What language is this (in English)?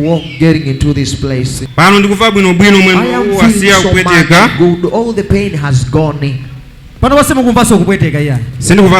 Nyanja